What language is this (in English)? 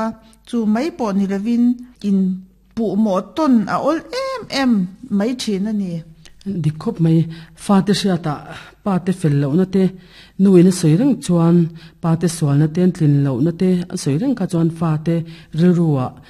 Mizo